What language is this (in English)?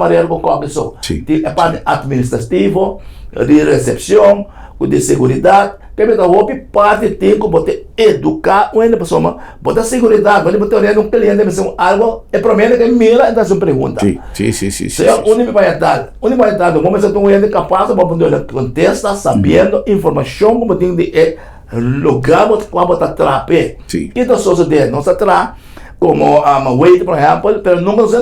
Papiamento